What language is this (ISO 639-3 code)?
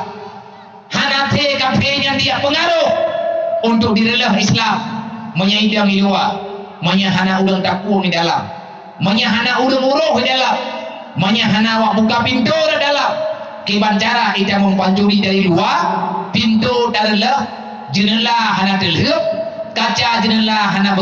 ace